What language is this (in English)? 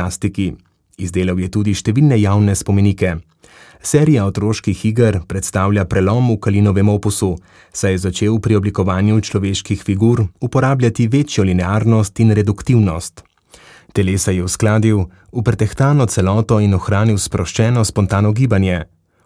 Slovenian